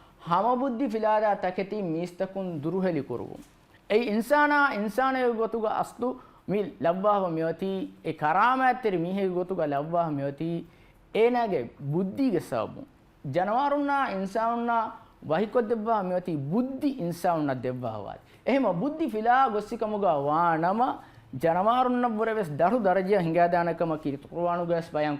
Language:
Divehi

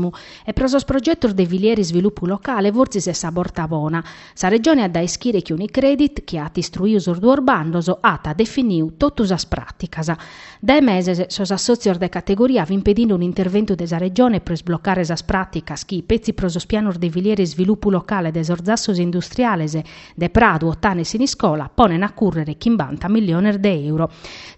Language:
Sardinian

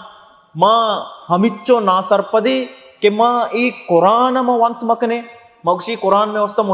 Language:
Baluchi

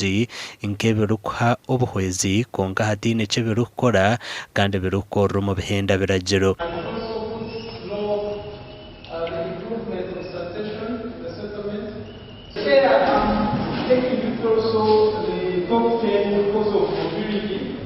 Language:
Nyankole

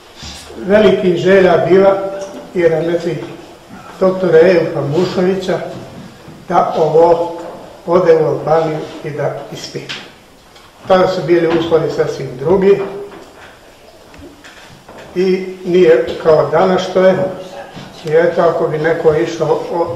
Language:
Bosnian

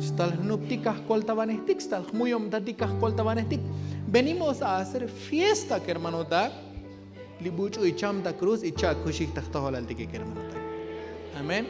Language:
Tzotzil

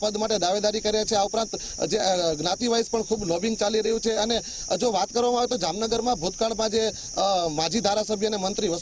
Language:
Gujarati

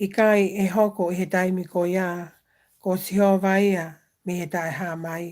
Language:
Tongan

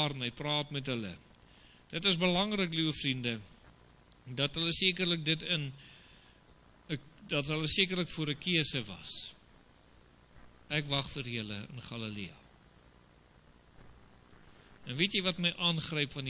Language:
Afrikaans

